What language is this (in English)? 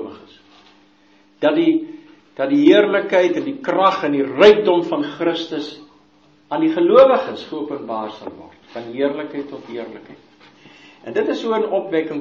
Afrikaans